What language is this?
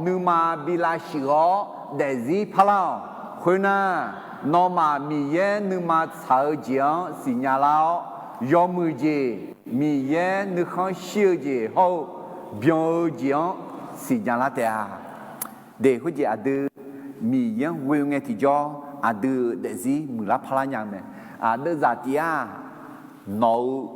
Akha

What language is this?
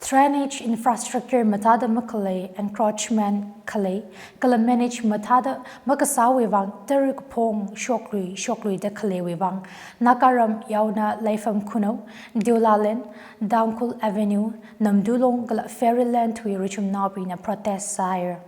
Tangkhul Naga (India)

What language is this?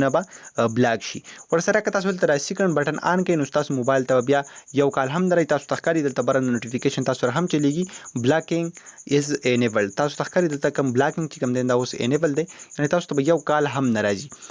Pashto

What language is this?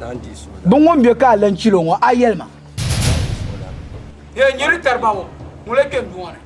Dagbani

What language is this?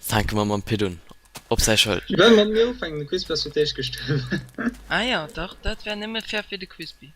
Luxembourgish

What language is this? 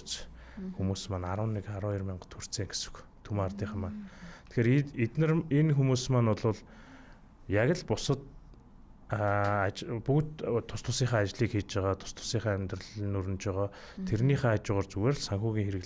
Mongolian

